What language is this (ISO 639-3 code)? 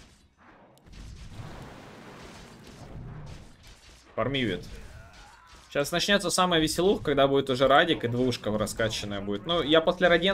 rus